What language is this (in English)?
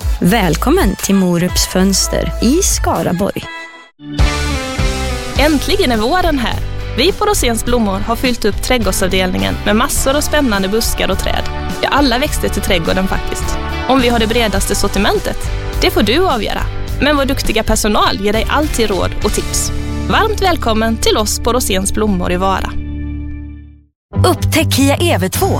Swedish